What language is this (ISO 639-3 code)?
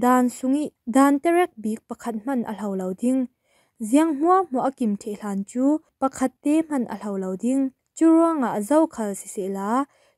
cfm